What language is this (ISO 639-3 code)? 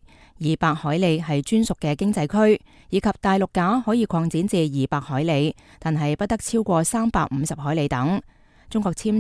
yue